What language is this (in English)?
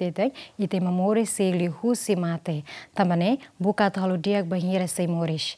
Tetum